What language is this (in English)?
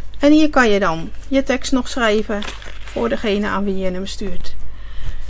Dutch